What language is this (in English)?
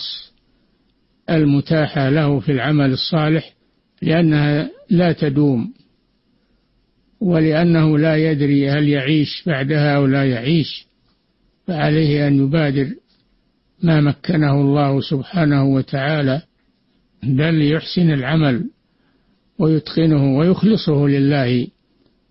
Arabic